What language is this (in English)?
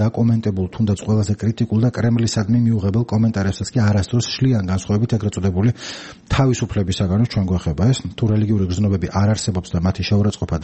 Georgian